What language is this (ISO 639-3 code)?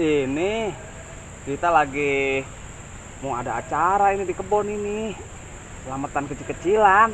bew